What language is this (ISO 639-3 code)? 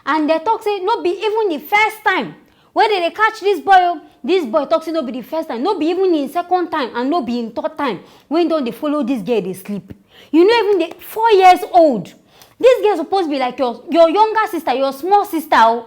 pcm